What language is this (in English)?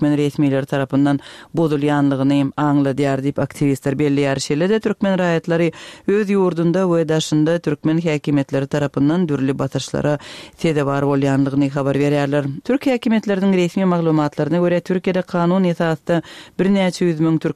Turkmen